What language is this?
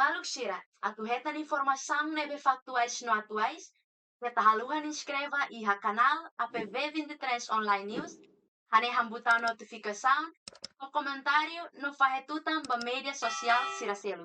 Tetum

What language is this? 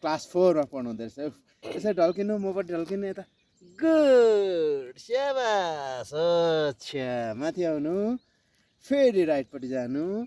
Nepali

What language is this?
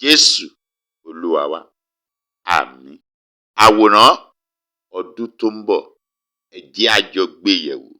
Yoruba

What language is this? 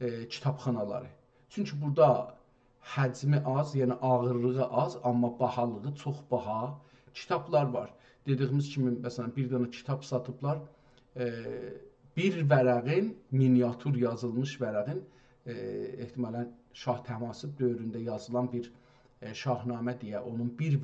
South Azerbaijani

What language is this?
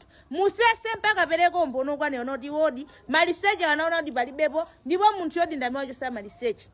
Nyanja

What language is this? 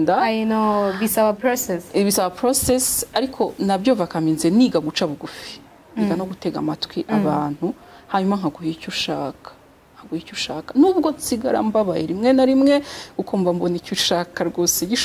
Kinyarwanda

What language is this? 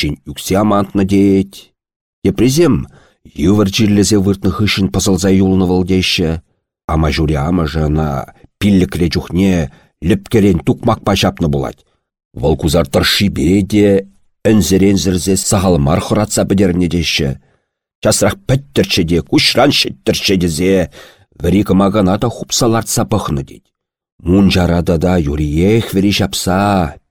Chuvash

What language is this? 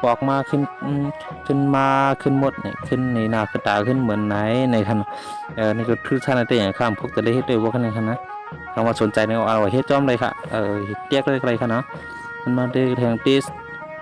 Shan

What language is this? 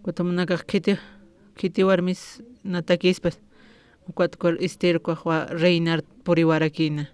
Aymara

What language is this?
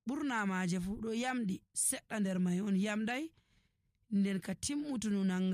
Nigerian Fulfulde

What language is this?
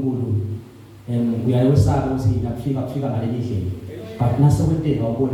Zulu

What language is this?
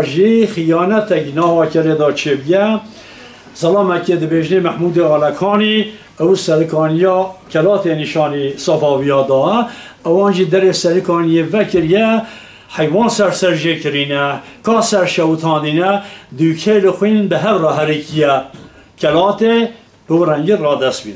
Kurdish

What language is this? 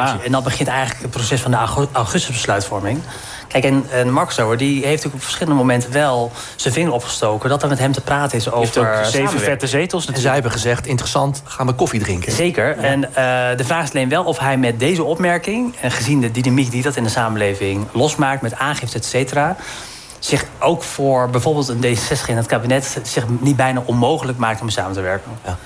Dutch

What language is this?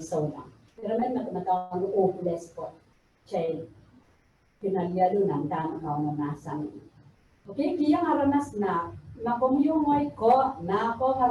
Pohnpeian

